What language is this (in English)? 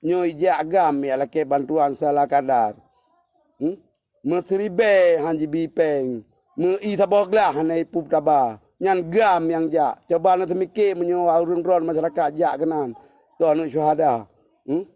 Achinese